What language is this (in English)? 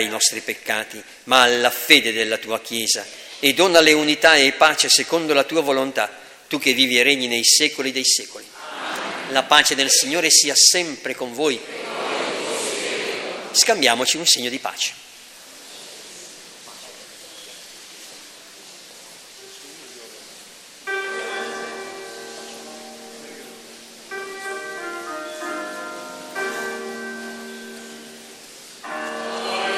Italian